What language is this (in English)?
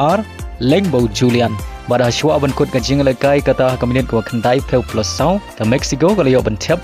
Khasi